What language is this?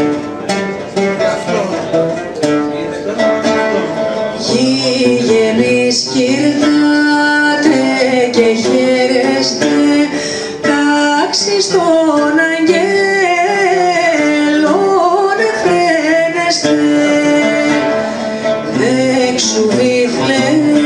Greek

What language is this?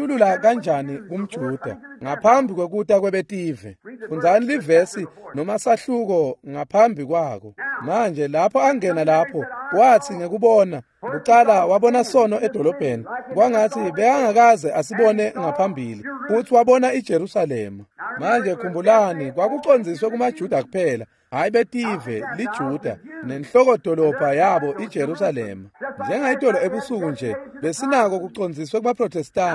Swati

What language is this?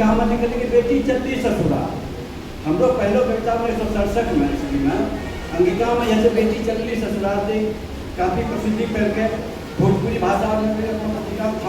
Angika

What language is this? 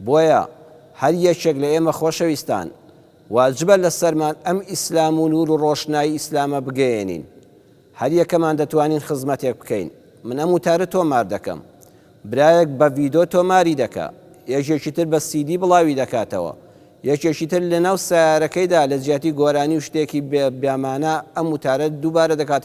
Central Kurdish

